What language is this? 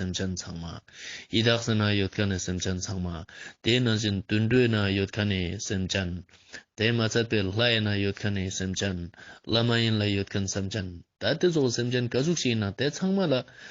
Ladakhi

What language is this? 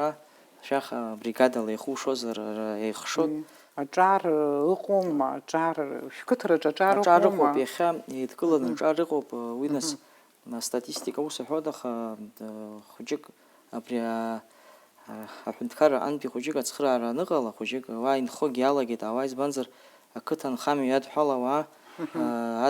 Abkhazian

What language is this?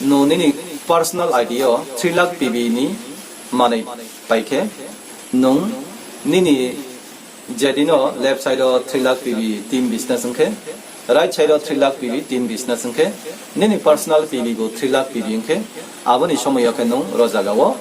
Riang (India)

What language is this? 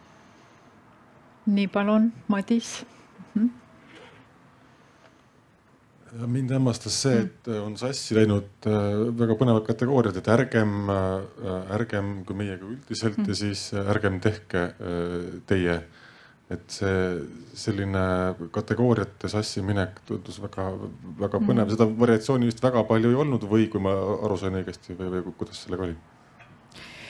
Estonian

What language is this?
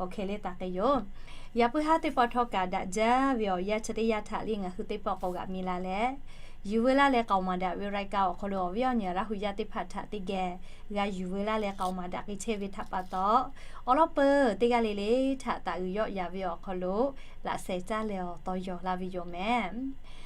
Lahu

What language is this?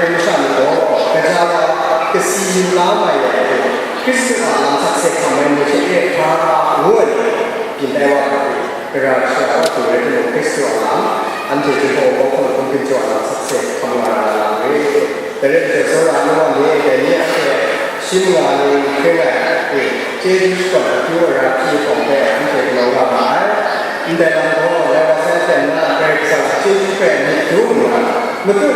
Kachin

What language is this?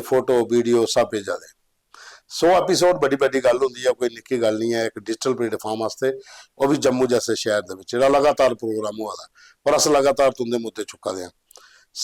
Dogri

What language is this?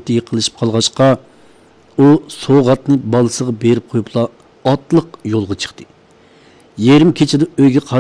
Uyghur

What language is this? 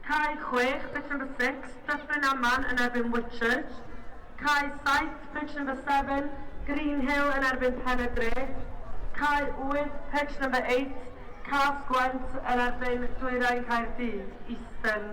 Welsh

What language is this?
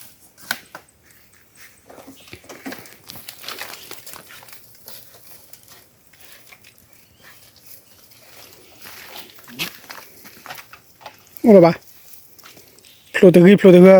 S'gaw Karen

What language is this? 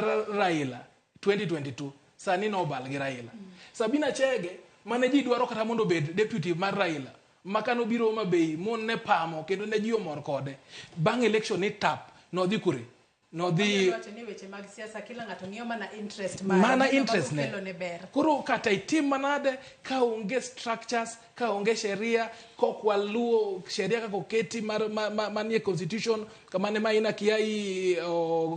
Luo (Kenya and Tanzania)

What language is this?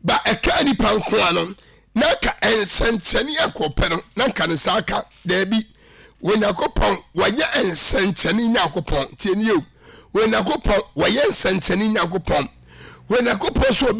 Akan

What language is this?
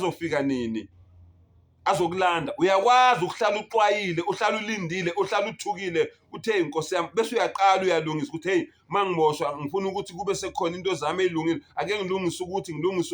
Zulu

